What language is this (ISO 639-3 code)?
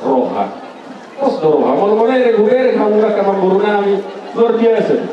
bbc